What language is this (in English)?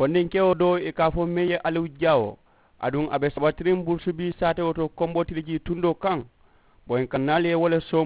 Mandingo